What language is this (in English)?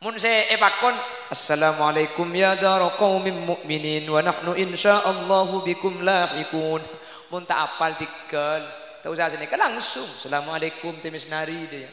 Madurese